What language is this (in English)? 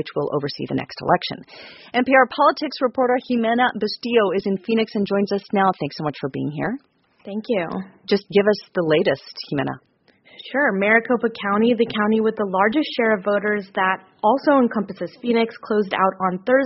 English